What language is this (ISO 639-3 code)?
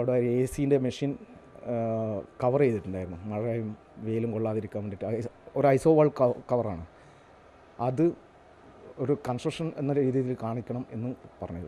mal